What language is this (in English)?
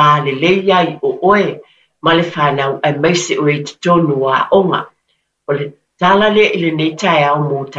Samoan